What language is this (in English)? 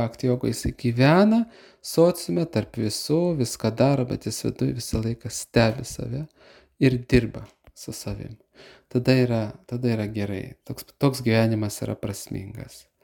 Lithuanian